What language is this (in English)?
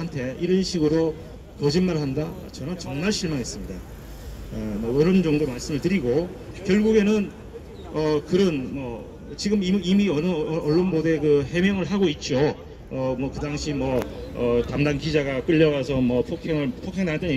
Korean